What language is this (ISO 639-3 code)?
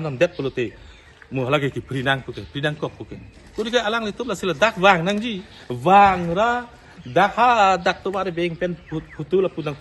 mjw